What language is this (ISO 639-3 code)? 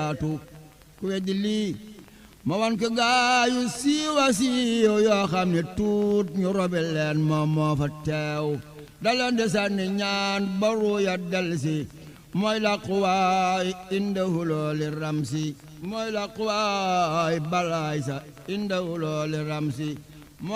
wol